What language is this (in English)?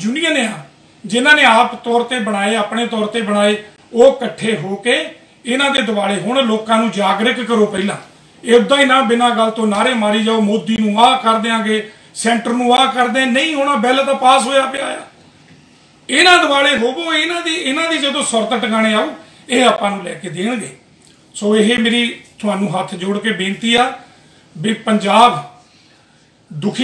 Punjabi